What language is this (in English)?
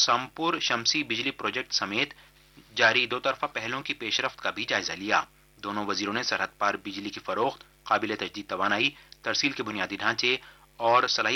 Urdu